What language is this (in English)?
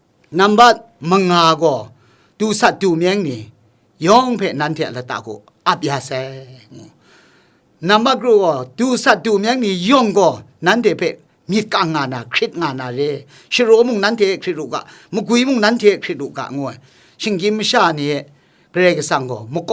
Kachin